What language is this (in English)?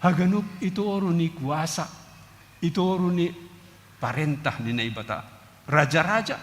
Batak Simalungun